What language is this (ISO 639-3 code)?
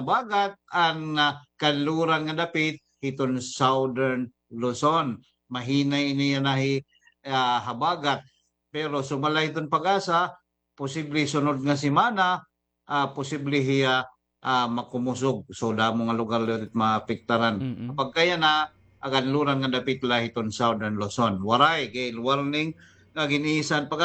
war